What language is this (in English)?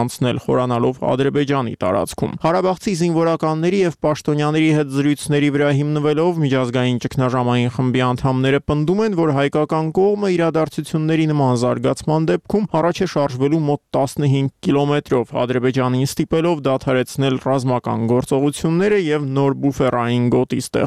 Armenian